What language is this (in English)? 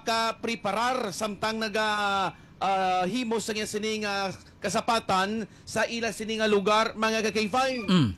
Hiligaynon